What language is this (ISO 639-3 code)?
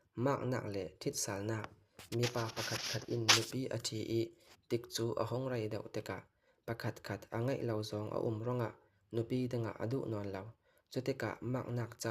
cfm